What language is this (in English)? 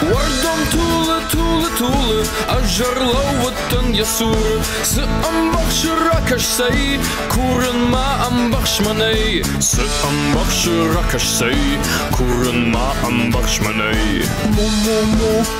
Ossetic